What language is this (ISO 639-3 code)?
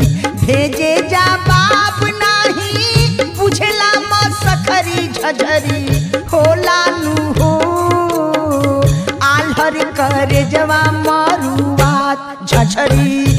bho